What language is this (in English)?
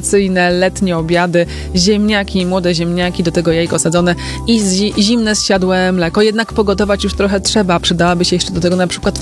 Polish